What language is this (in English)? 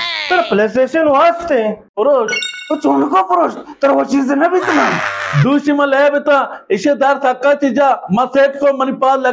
Baluchi